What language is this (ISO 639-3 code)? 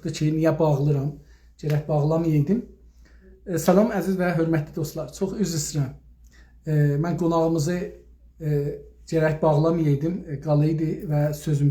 azb